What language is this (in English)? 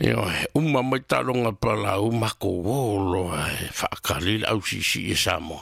Samoan